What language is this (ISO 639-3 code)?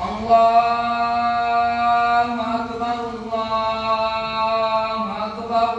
fuf